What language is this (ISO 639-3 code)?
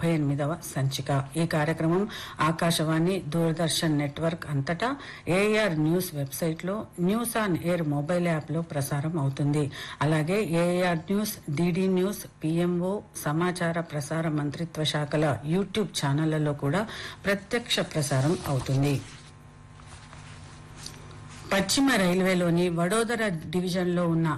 tel